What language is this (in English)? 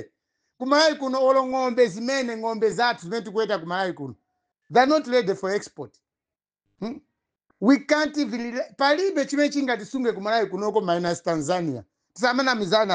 Nyanja